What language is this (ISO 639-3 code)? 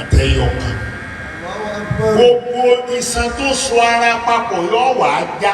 yor